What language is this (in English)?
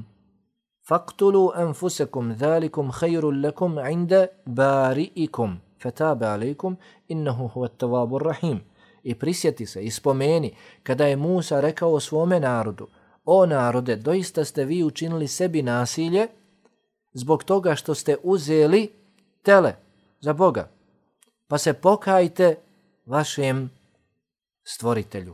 Bosnian